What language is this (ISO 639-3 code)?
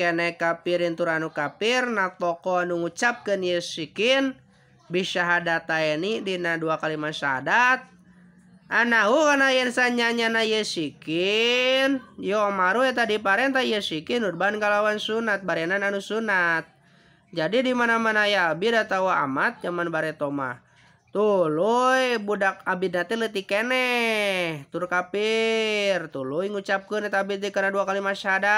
sun